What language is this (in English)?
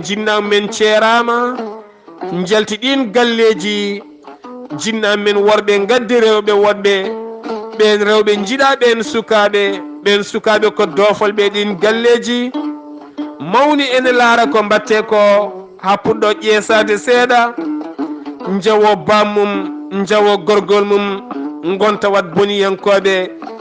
Fula